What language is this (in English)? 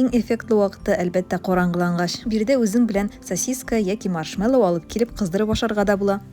Tatar